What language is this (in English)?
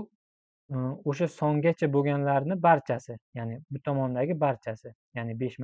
Uzbek